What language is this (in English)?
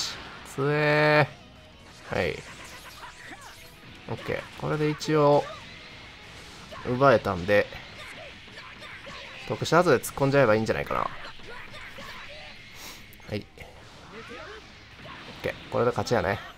Japanese